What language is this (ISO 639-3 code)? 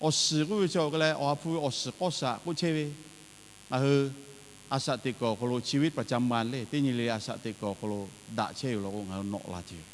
lhu